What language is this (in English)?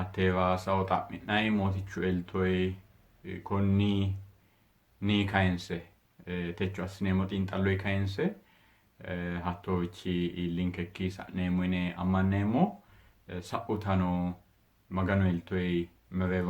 Sidamo